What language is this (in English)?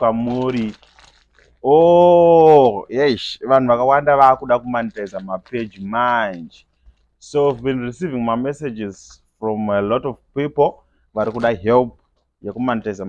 Shona